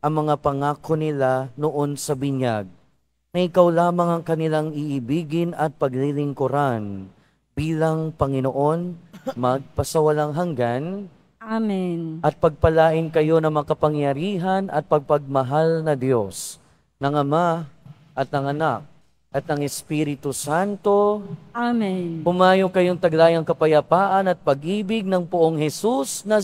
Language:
Filipino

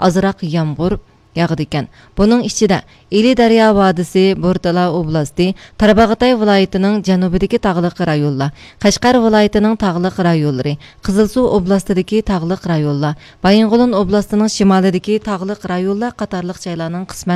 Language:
Uyghur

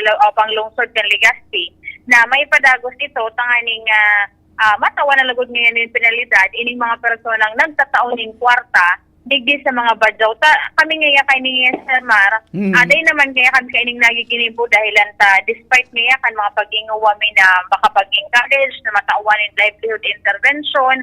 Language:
Bikol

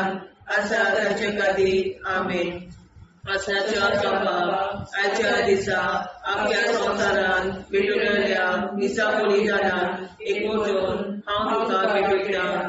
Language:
Konkani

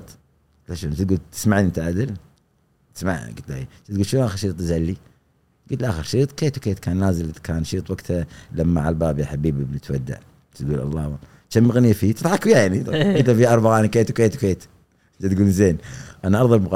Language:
Gulf Arabic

